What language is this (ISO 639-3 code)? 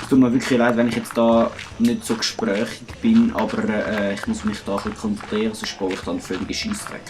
gsw